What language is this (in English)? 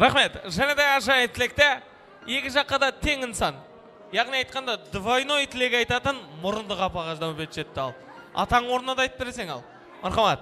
Kara-Kalpak